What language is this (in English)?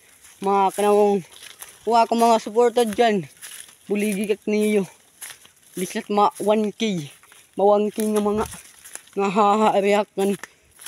Waray